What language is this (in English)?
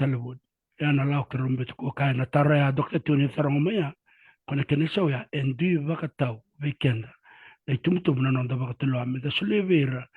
Fijian